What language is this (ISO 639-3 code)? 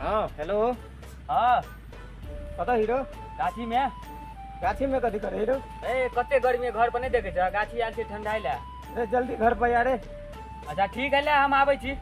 mai